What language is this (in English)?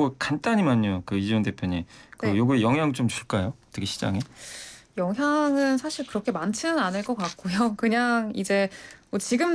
Korean